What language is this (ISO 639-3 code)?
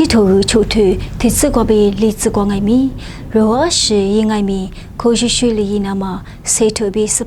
lis